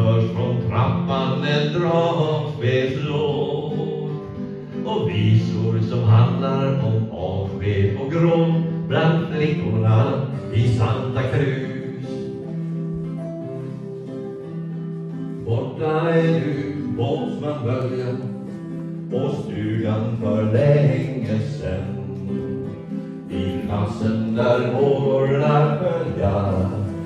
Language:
Swedish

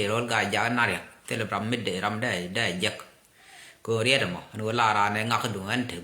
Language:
Nuer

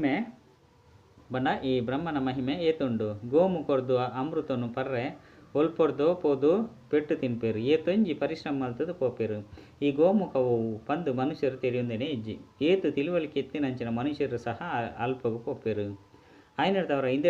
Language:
Tulu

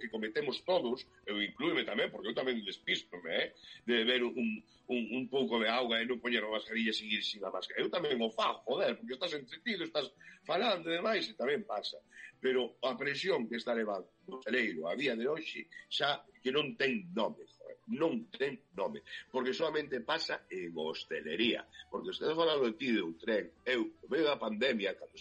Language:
Galician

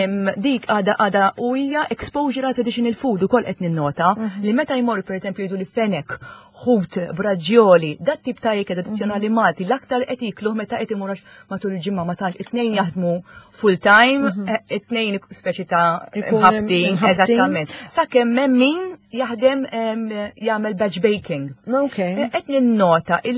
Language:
Maltese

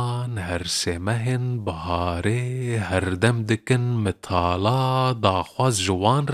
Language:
Kurdish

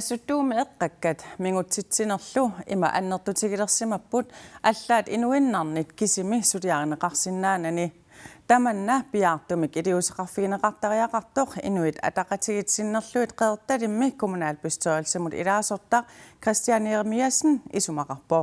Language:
Kalaallisut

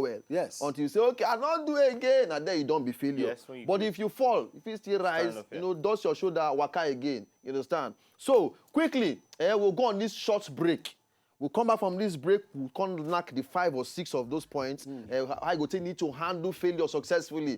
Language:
Nigerian Pidgin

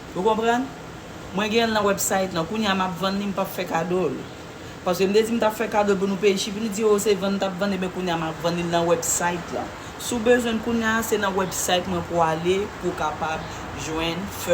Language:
Haitian Creole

